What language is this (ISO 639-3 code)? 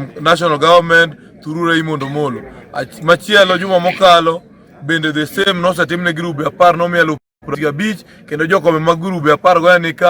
luo